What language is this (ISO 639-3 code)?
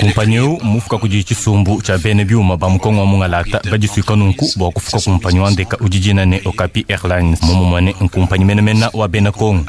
lua